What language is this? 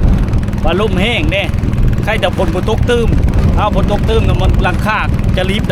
Lao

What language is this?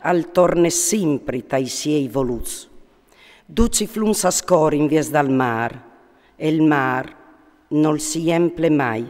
Friulian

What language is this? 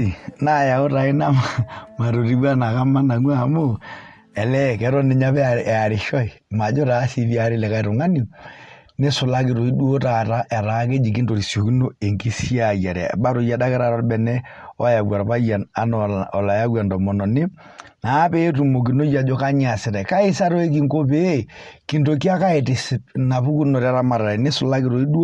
Masai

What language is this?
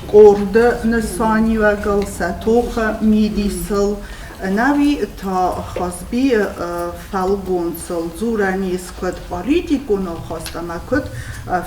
Ossetic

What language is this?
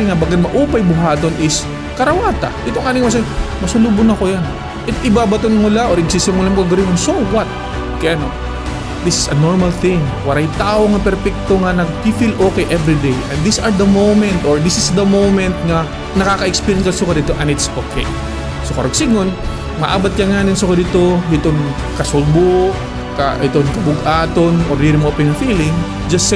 Waray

